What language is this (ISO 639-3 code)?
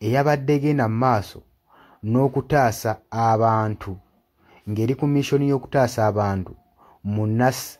lug